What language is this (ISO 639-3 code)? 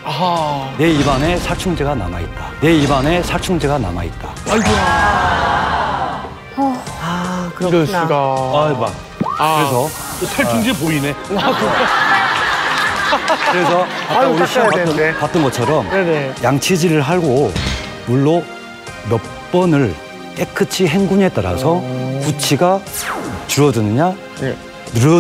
kor